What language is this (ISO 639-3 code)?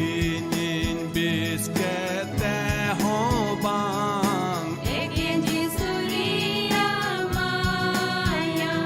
sat